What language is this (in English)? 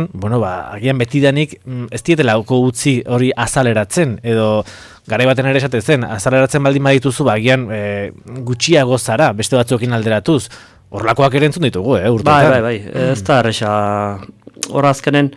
Basque